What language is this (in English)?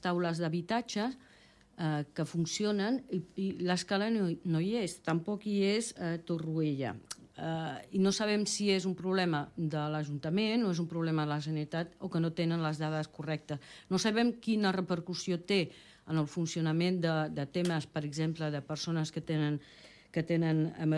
Catalan